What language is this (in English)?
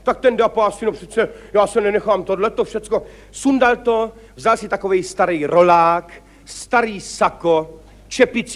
Czech